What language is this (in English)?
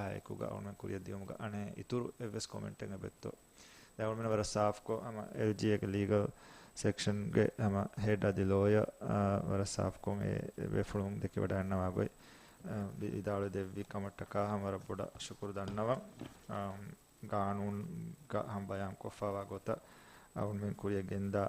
Divehi